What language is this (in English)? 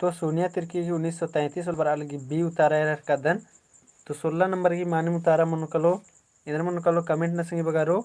Kurukh